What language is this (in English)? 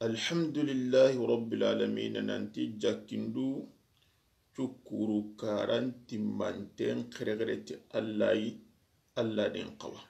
Soninke